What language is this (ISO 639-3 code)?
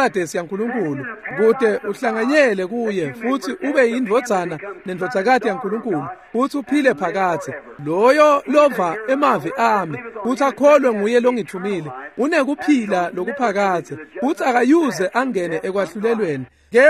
ssw